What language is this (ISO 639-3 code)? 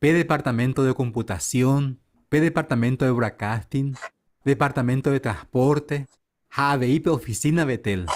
grn